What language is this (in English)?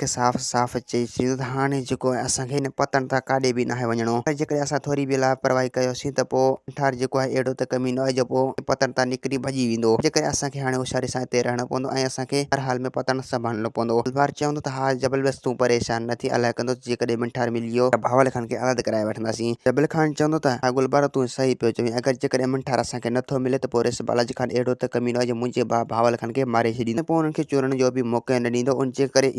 Sindhi